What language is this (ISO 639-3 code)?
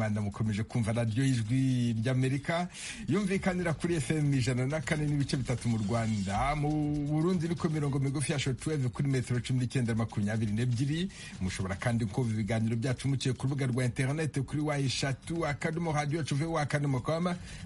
kin